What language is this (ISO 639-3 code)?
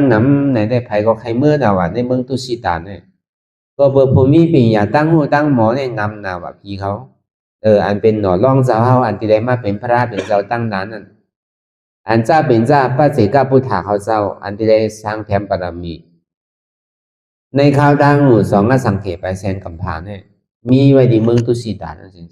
shn